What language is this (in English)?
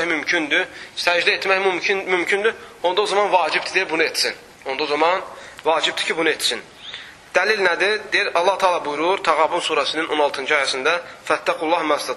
Azerbaijani